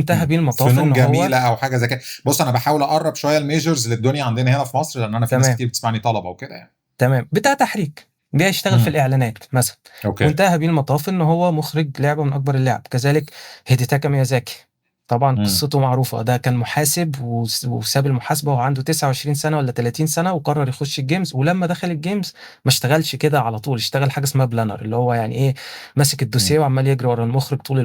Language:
Egyptian Arabic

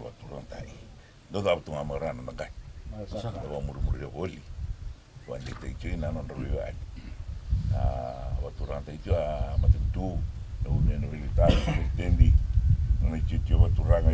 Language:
Fijian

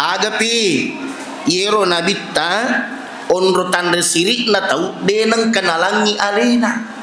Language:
Buginese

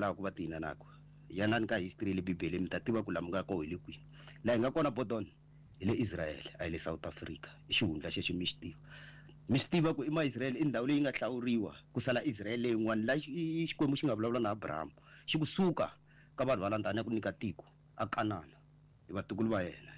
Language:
Tsonga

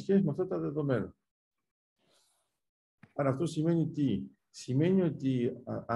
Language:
Greek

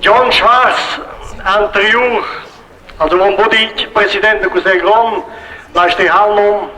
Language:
Romansh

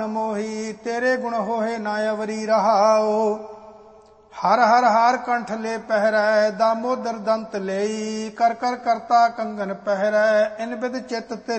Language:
Punjabi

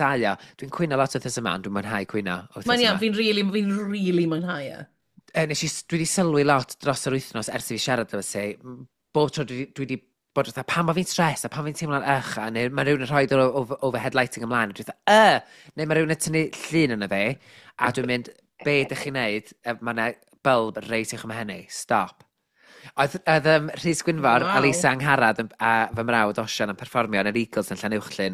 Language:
Welsh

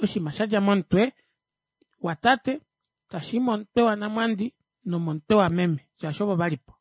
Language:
Kuanyama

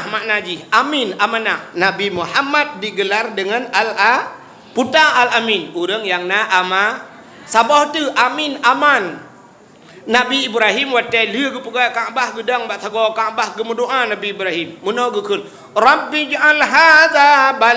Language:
Achinese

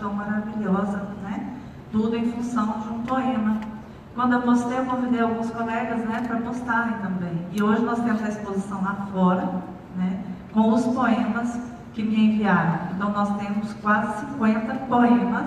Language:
Portuguese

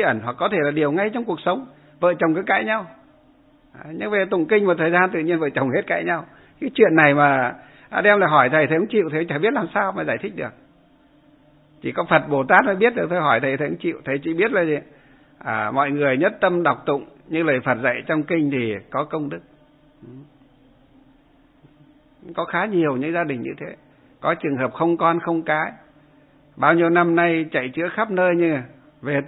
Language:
Vietnamese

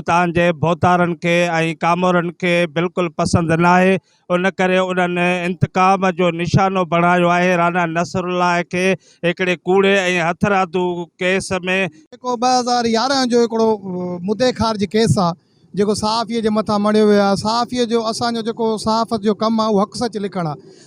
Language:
Sindhi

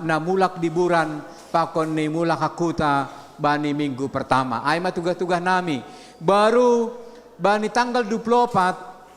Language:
Batak Simalungun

